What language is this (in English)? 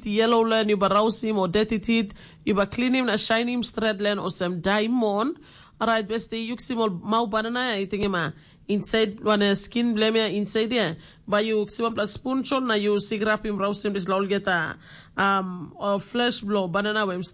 Tok Pisin